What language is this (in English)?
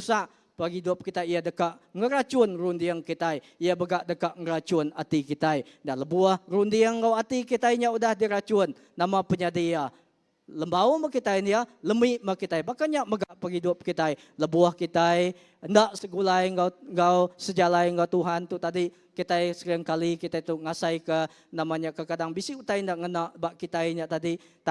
Iban